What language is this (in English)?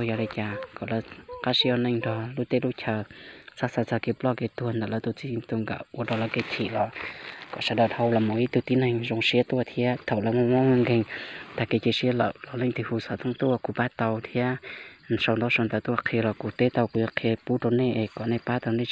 Hmong